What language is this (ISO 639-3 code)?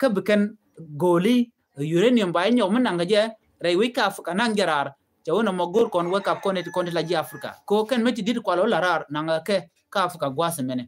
nus